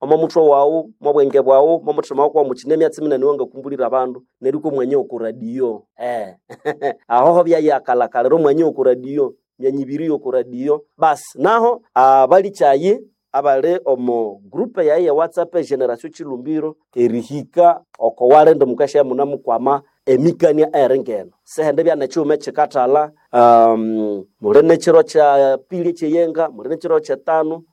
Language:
Nande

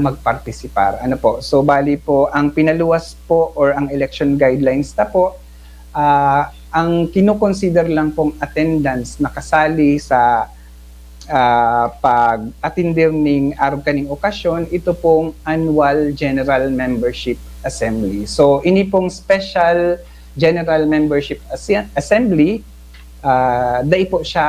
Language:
Bikol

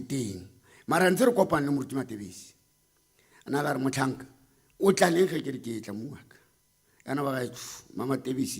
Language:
Tswana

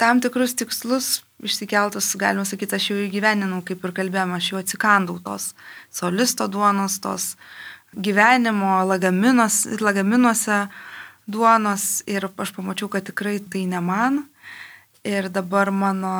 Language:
Lithuanian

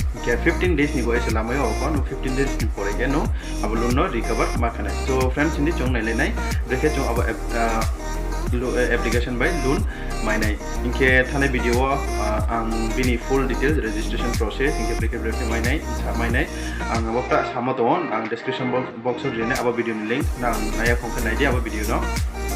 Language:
Riang (India)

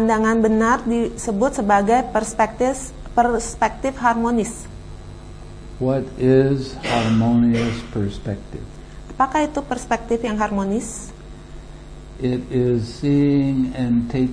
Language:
Indonesian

